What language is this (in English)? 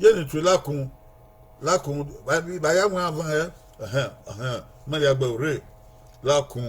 Bini